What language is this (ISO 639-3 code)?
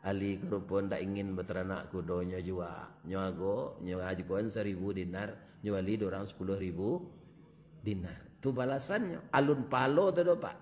min